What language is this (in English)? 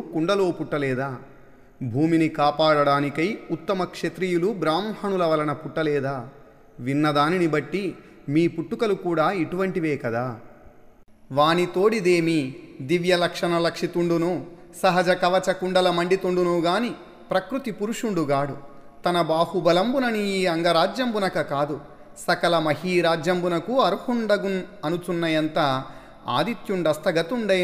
Telugu